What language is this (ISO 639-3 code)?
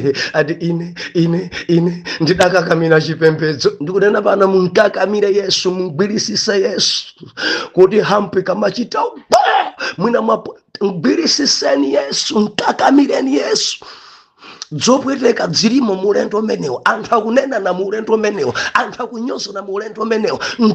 nya